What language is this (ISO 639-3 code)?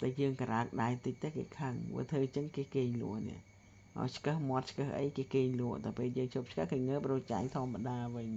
khm